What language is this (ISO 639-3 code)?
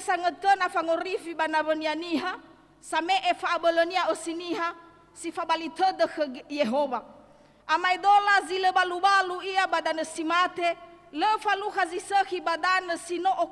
nia